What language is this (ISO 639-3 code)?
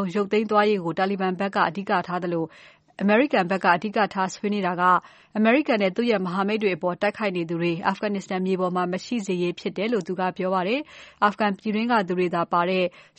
mya